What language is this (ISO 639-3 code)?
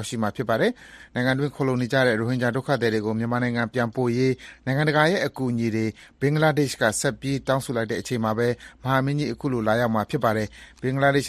mya